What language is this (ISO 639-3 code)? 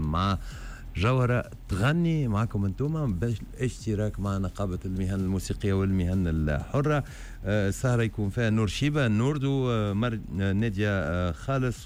aeb